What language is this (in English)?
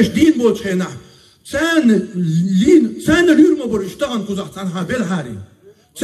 Chechen